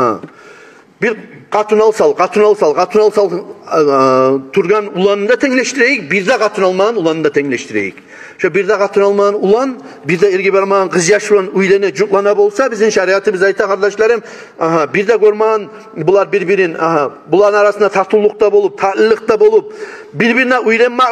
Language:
Kumyk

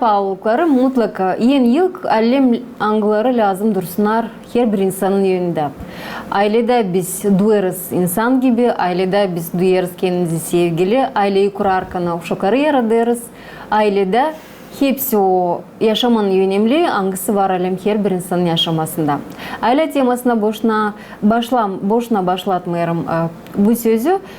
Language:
Gagauz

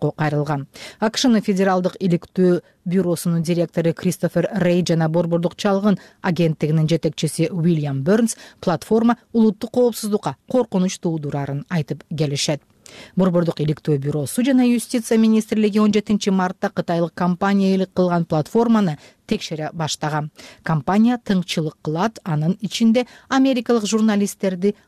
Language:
Kyrgyz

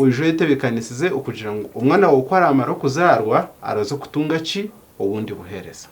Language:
Nyankole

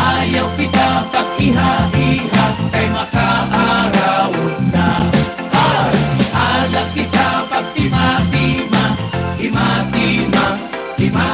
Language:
Waray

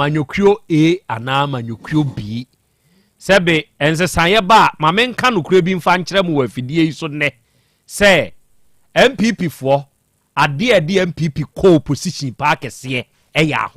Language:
Akan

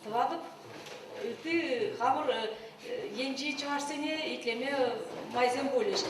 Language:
Chuvash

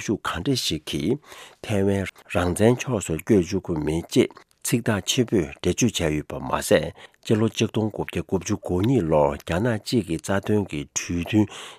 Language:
Tibetan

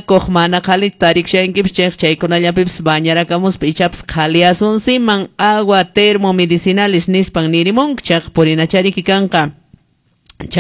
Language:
Quechua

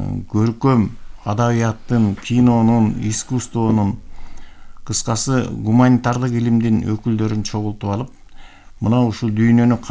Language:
Kyrgyz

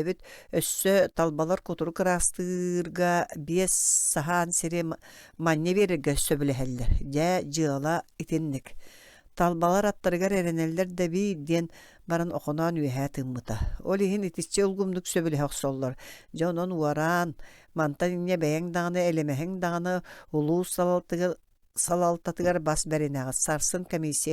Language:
Yakut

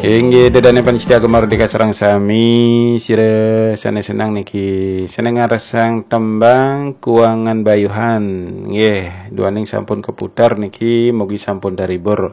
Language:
Balinese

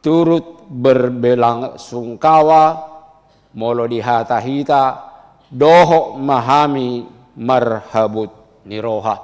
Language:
Batak Toba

